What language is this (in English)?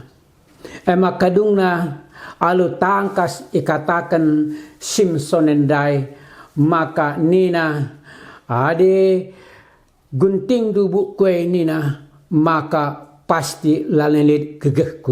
Batak Karo